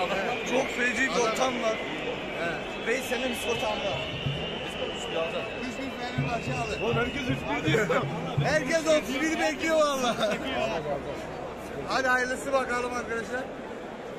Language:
Turkish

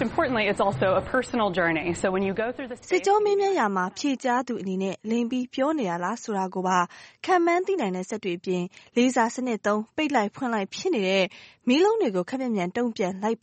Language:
Burmese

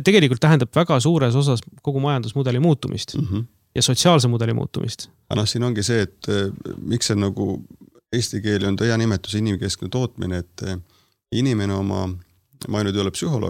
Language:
Estonian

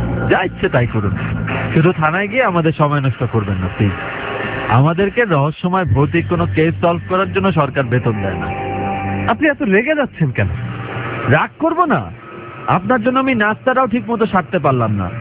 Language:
Bangla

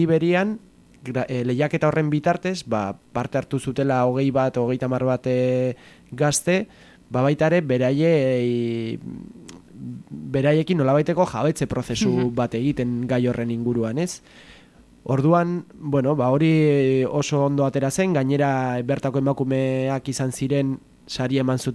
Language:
Basque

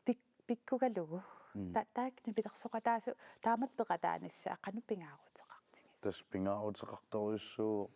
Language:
Kalaallisut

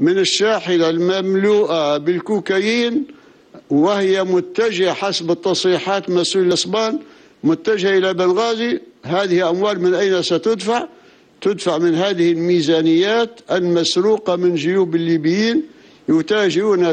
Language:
Arabic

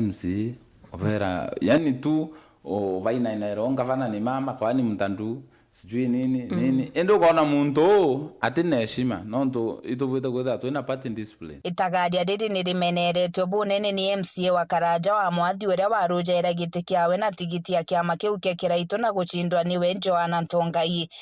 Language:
Meru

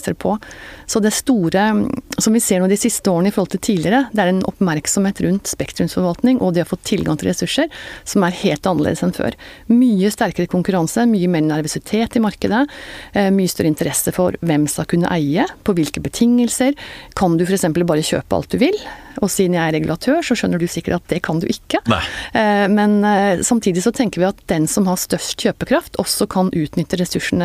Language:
Norwegian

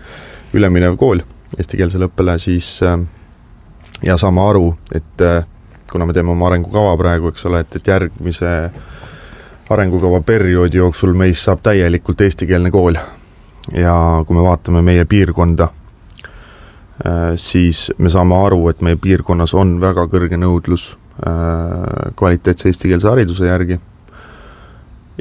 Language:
Estonian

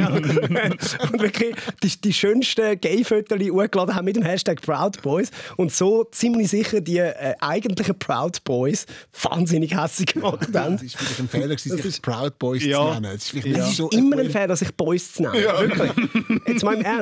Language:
Swiss German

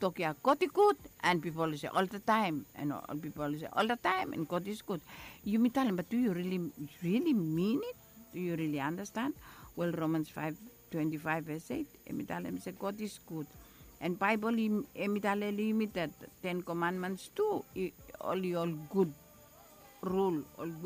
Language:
Bislama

